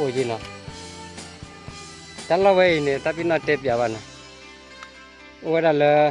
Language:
S'gaw Karen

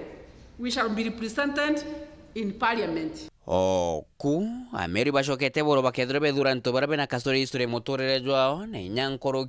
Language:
Meru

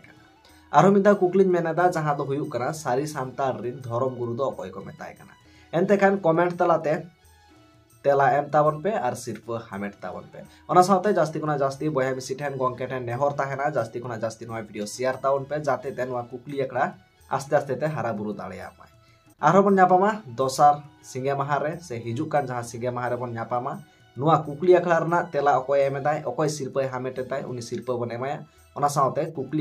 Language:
Santali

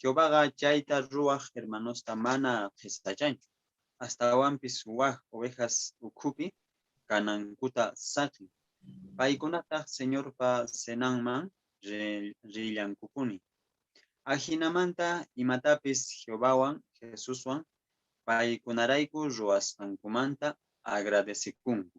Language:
Quechua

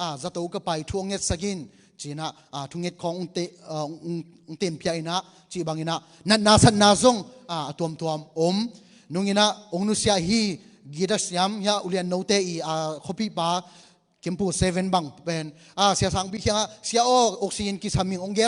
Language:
Tedim Chin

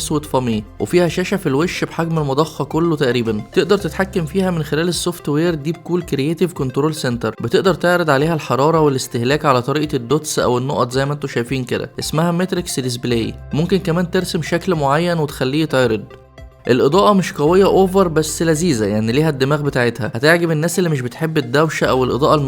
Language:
Egyptian Arabic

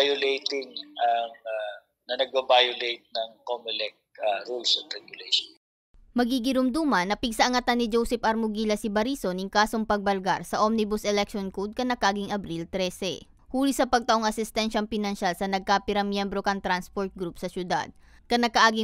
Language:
Bikol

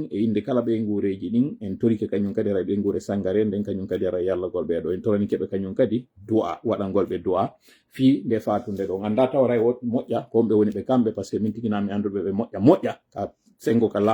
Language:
Pular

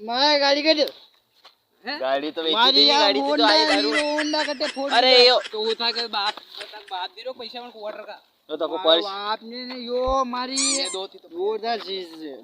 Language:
Rajasthani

